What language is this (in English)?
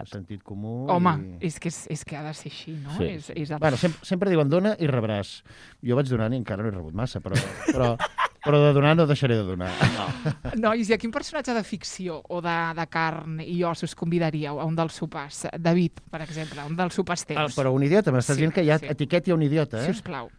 Catalan